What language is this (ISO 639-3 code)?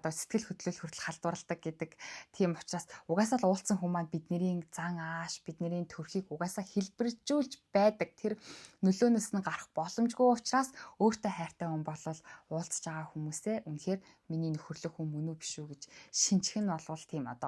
mon